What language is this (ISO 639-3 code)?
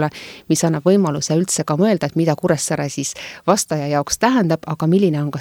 est